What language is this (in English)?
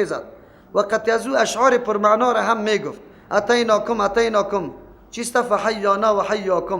Persian